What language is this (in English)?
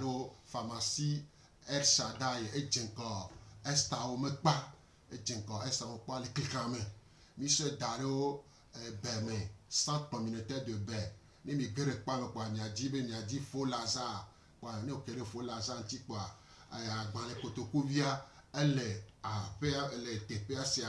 Gen